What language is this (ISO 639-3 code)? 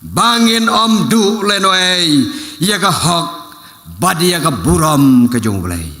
kha